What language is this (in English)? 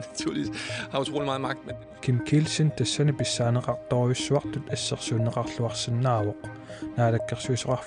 Kalaallisut